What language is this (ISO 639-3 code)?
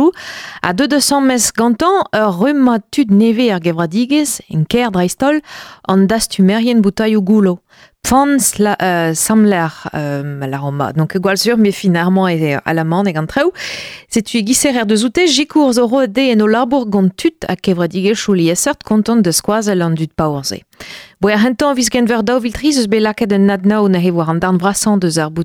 bre